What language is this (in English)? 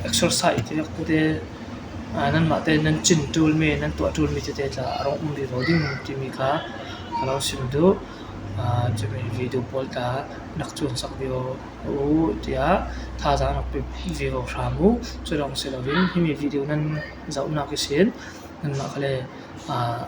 Falam Chin